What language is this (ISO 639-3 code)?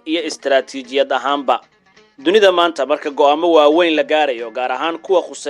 som